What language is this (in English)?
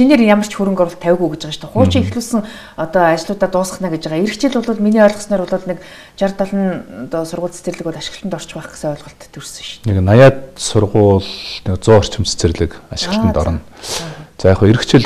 Mongolian